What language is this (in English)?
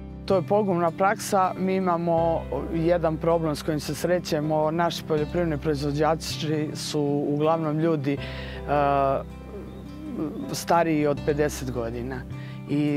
Serbian